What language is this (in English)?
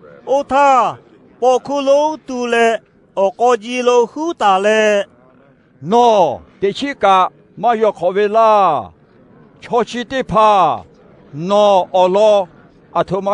Lahu